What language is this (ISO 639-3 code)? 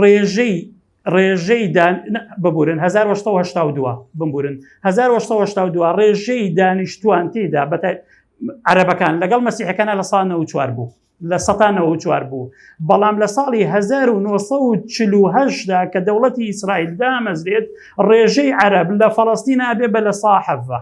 ckb